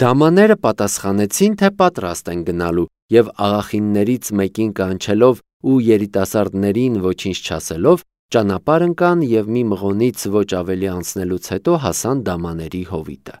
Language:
Armenian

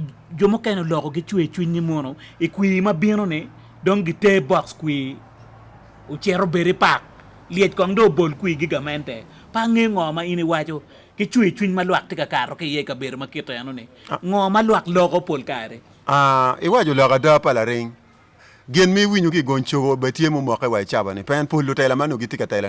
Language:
Acoli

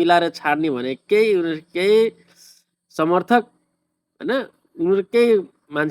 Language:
Nepali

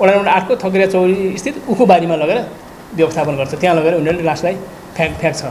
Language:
Nepali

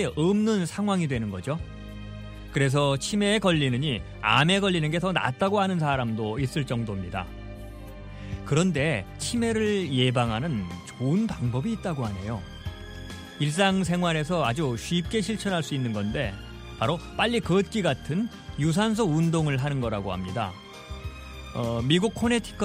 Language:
Korean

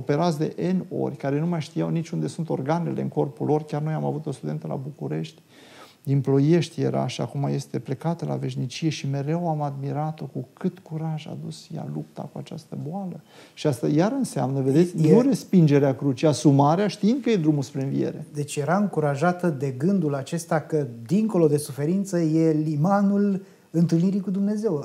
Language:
Romanian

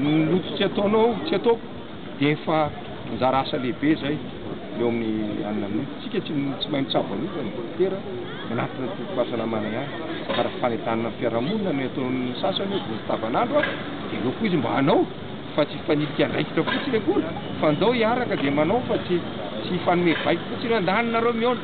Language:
Malagasy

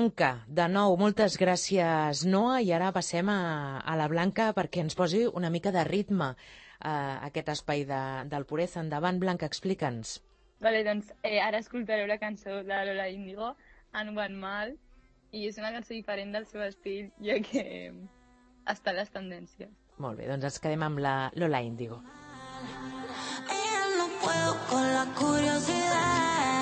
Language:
Catalan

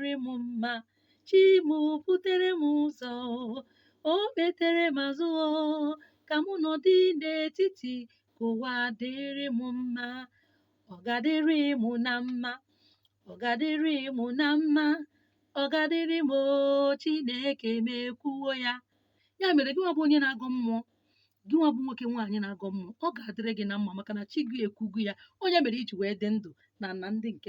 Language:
Igbo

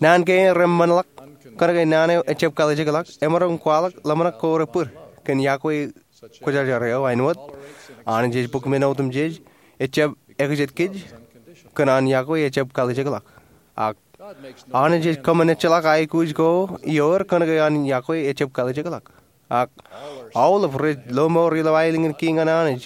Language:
Marshallese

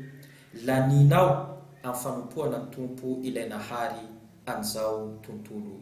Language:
Malagasy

